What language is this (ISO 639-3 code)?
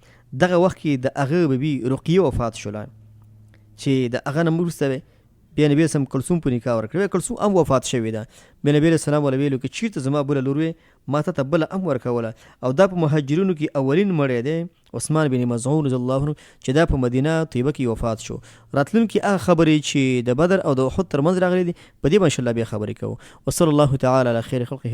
pus